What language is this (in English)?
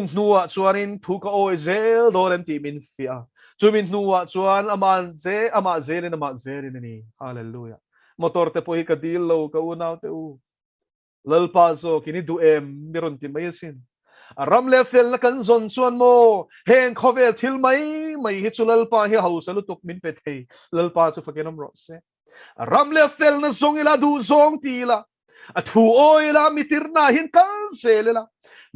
Mizo